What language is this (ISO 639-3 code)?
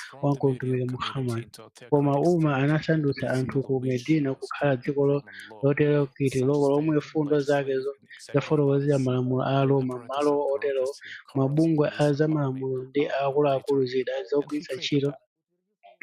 nya